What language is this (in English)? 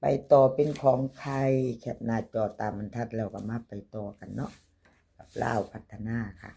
Northeastern Thai